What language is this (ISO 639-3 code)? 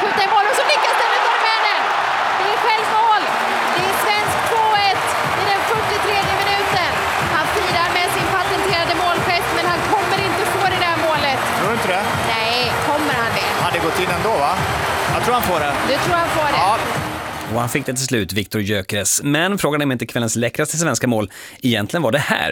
swe